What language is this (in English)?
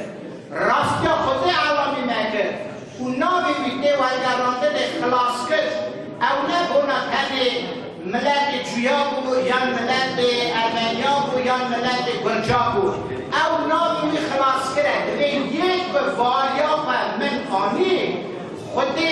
Kurdish